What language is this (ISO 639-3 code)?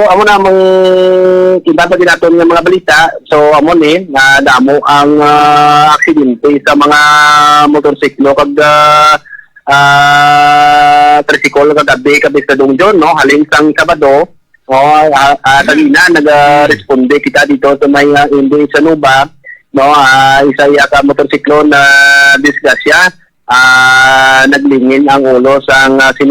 hil